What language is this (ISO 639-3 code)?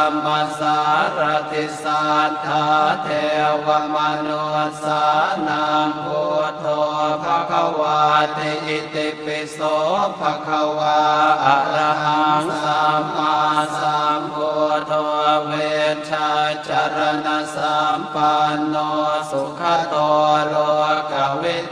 pli